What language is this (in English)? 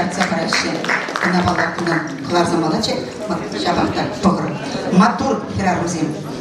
Chuvash